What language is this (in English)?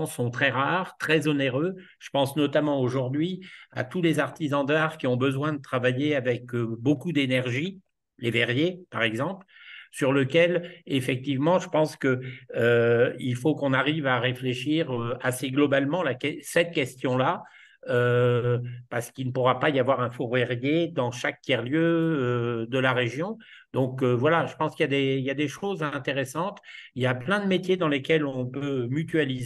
French